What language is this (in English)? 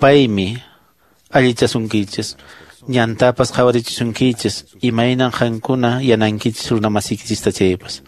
Quechua